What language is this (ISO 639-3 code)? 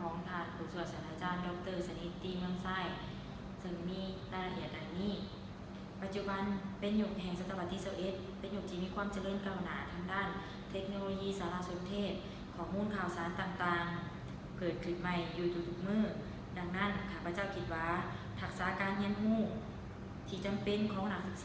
lao